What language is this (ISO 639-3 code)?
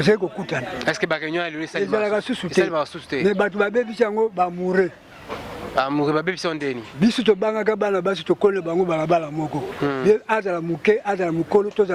lin